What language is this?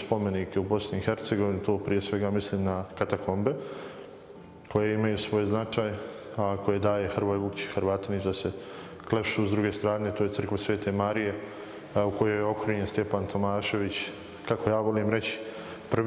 Bosnian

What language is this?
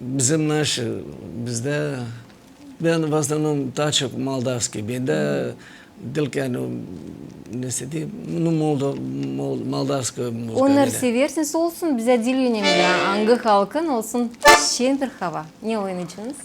Gagauz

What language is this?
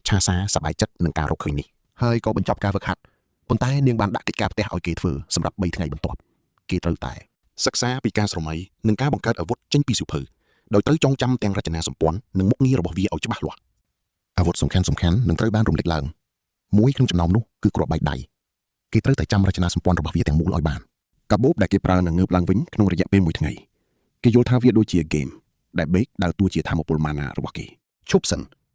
Khmer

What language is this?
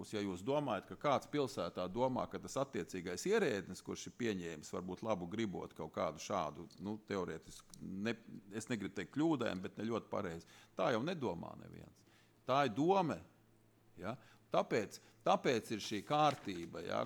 Latvian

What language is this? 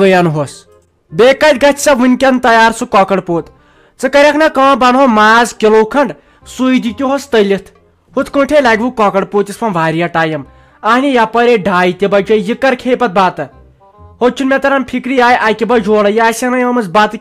Kashmiri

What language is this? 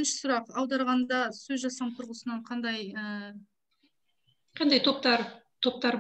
Kazakh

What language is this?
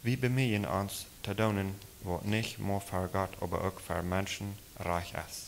Plautdietsch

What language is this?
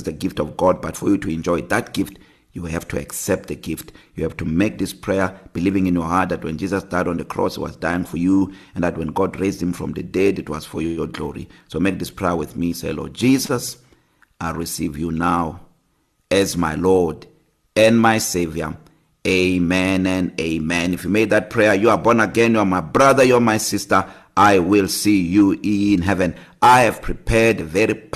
English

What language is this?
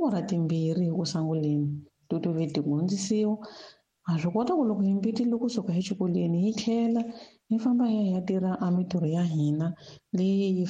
Tsonga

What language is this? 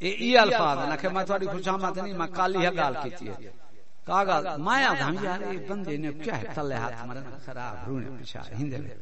Saraiki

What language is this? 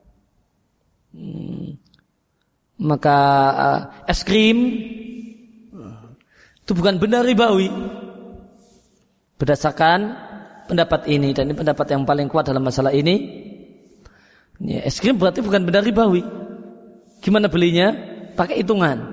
Indonesian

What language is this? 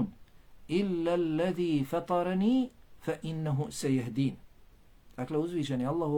Bosnian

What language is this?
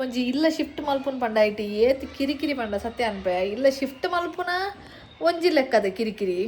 Tulu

